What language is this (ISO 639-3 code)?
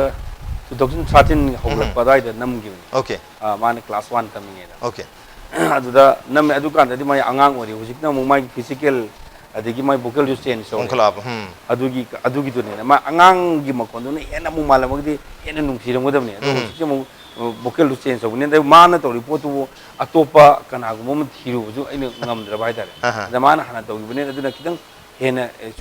mni